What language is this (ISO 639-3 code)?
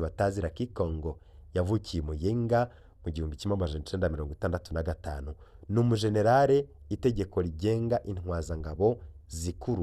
run